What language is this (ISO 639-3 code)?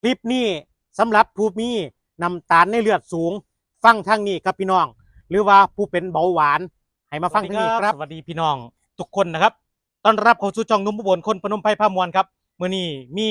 tts